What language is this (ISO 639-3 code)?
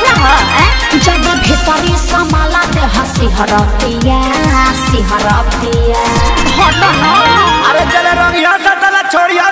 bho